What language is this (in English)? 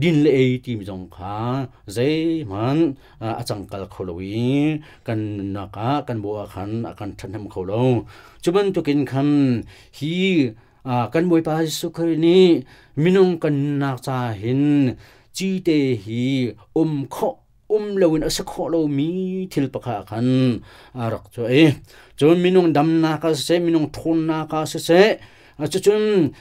Hakha Chin